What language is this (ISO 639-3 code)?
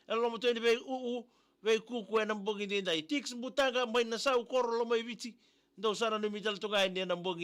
fij